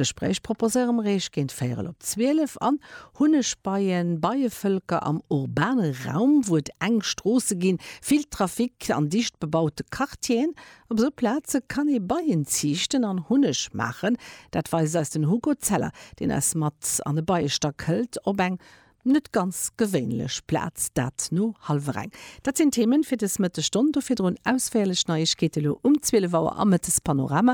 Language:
Luxembourgish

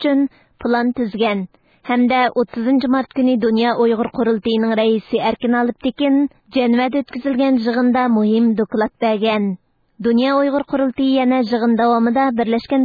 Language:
Uyghur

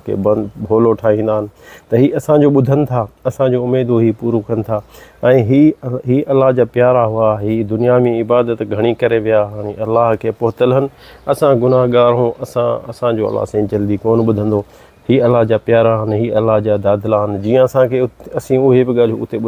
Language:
Sindhi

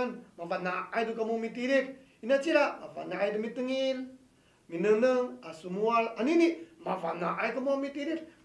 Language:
Amis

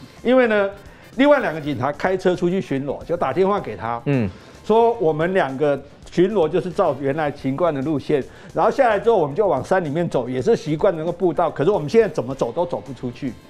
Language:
Chinese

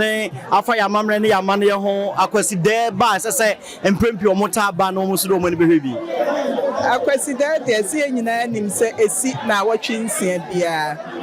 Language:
Akan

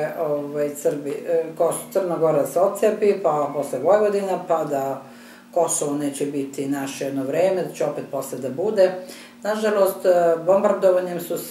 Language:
Serbian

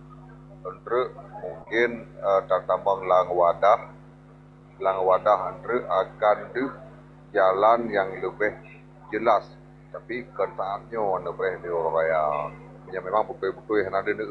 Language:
Achinese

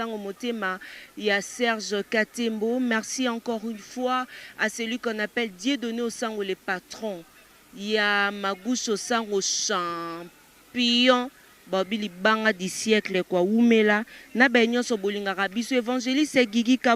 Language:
Lingala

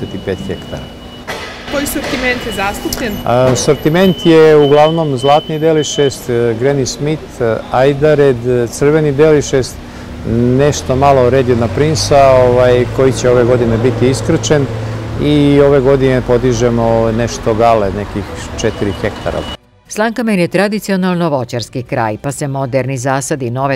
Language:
Serbian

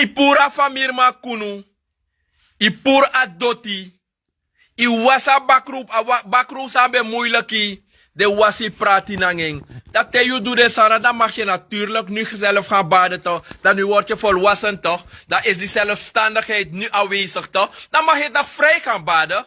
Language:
Sranan Tongo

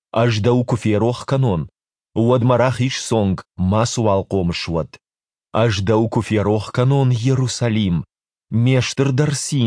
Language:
Ossetic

